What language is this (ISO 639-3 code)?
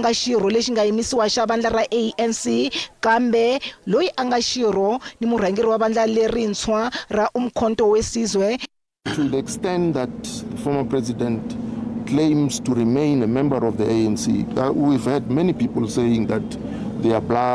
tso